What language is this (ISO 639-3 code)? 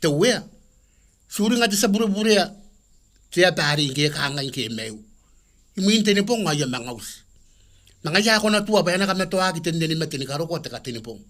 gil